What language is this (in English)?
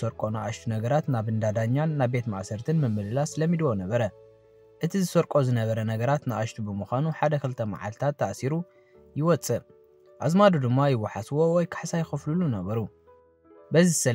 Tigrinya